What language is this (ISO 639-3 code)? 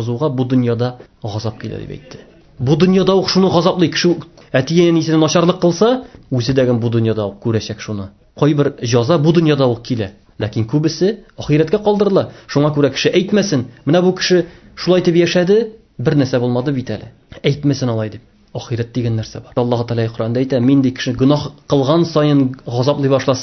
tat